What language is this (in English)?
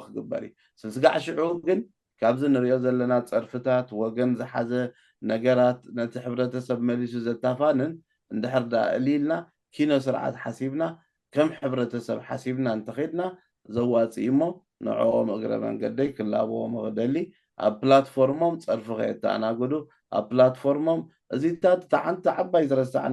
Tigrinya